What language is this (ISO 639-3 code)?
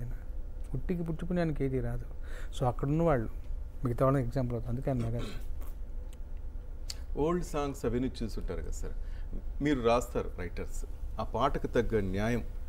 tel